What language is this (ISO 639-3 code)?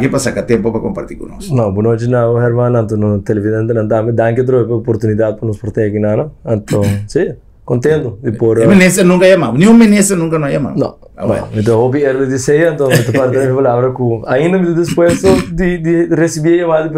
pap